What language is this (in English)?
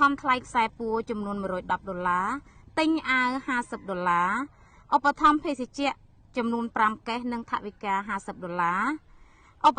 Khmer